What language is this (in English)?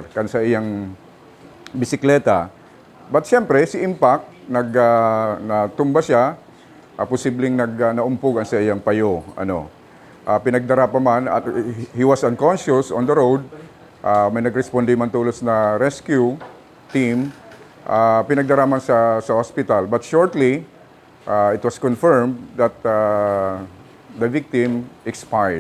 Bikol